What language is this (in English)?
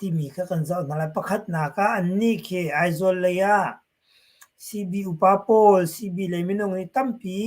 Hakha Chin